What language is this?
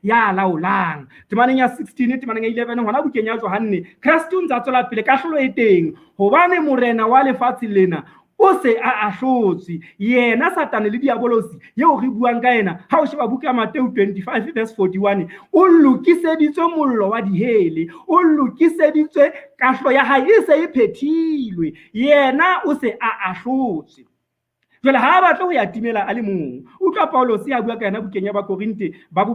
Southern Sotho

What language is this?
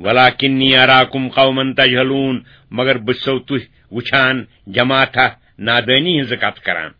Kashmiri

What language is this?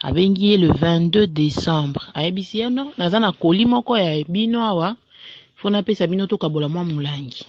Lingala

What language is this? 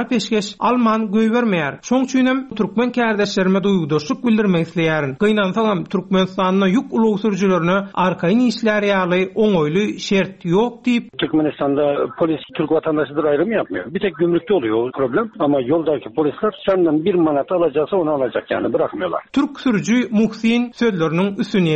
Turkmen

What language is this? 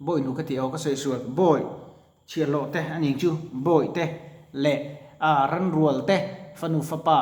Mizo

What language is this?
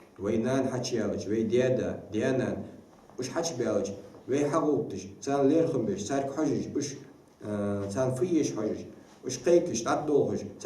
Ingush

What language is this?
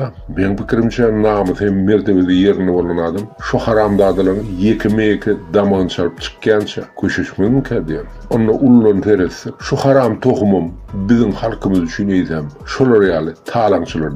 Turkmen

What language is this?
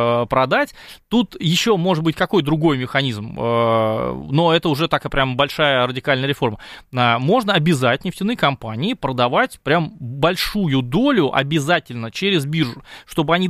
Russian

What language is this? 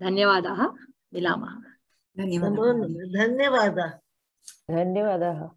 Sanskrit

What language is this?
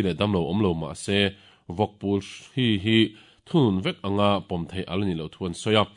Mizo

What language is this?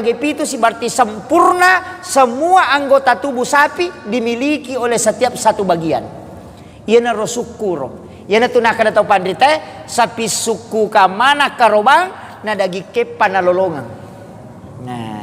Buginese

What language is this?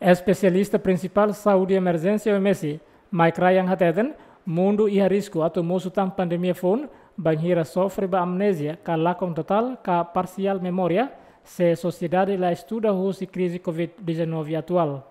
Tetum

